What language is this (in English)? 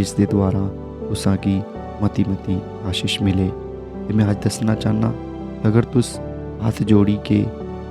Dogri